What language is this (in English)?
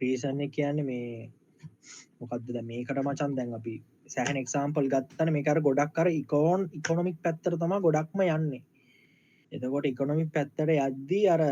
Sinhala